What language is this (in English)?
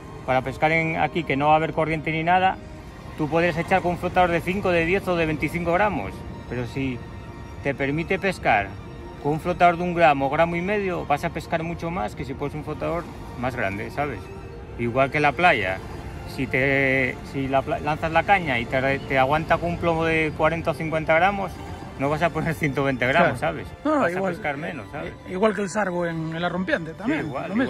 Spanish